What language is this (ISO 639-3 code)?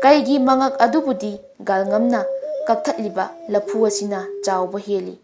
mni